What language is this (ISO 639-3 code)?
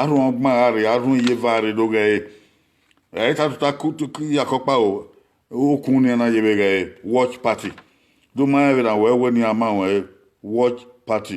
bin